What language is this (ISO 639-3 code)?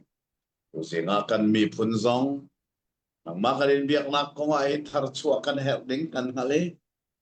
cnh